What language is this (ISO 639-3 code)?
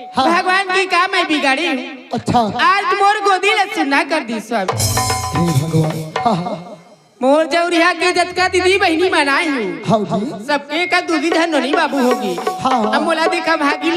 hne